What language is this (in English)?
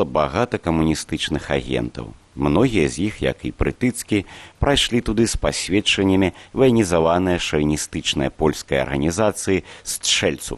Belarusian